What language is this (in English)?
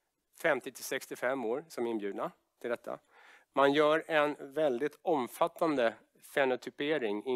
Swedish